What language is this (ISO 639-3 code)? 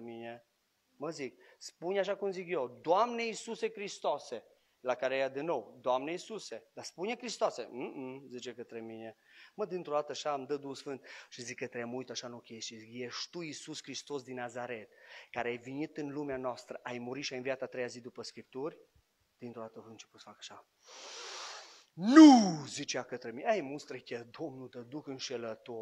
ron